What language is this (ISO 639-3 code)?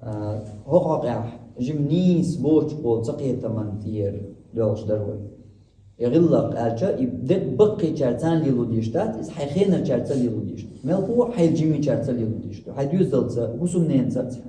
che